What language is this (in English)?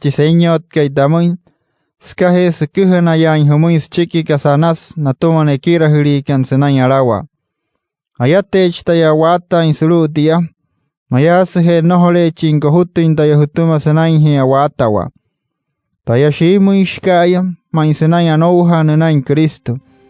Wayuu